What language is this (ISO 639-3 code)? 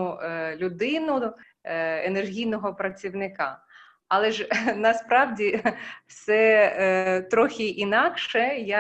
ukr